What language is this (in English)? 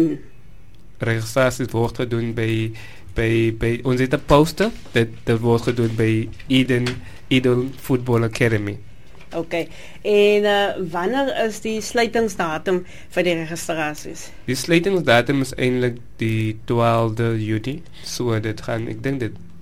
Afrikaans